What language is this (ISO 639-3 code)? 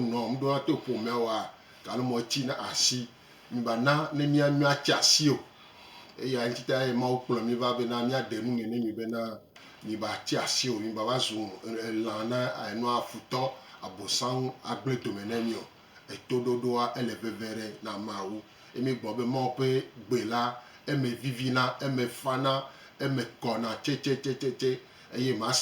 gej